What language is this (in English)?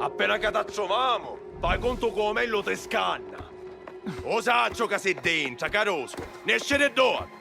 Sicilian